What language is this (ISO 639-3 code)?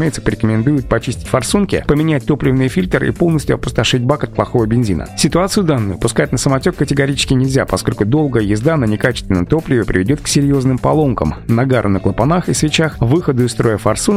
rus